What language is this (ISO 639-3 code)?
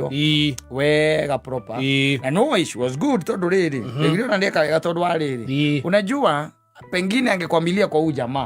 kik